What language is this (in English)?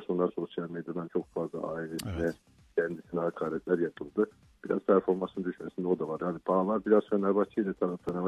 Turkish